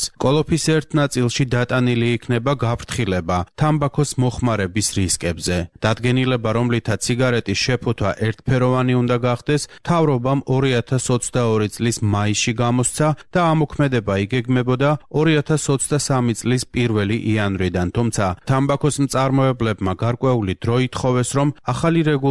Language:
Georgian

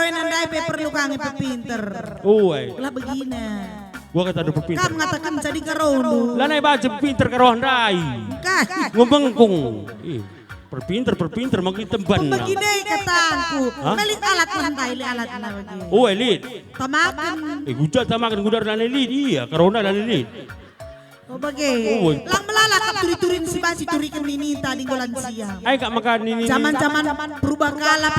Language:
Batak Karo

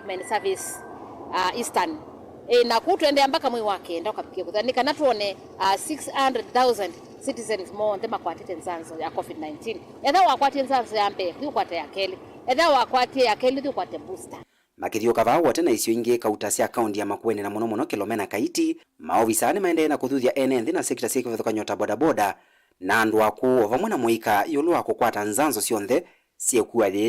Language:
Kamba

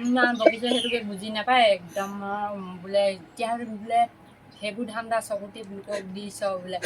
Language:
Assamese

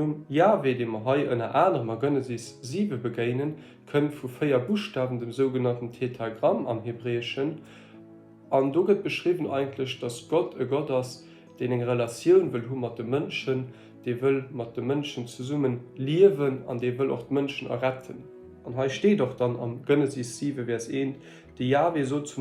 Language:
Luxembourgish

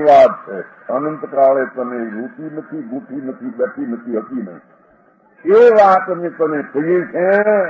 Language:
Gujarati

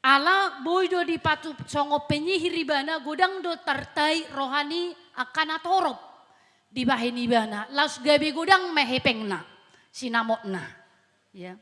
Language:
Batak Toba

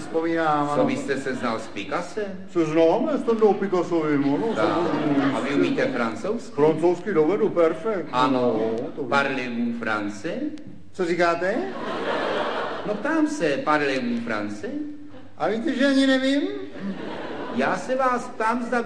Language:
Czech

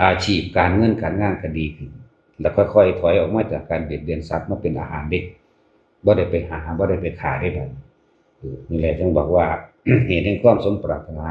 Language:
Lao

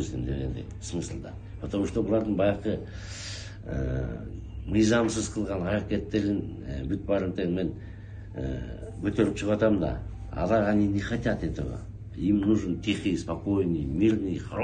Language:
Kyrgyz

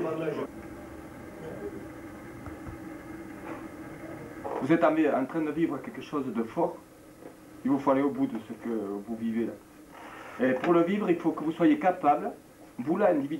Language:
French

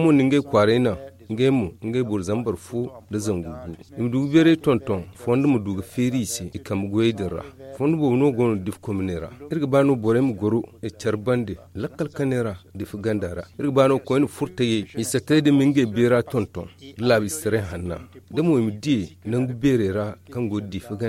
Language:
Zarma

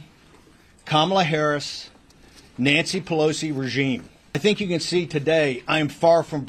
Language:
Samoan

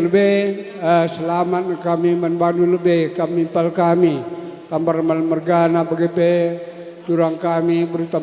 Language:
Batak Karo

